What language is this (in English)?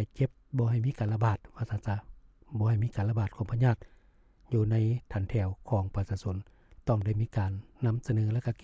Lao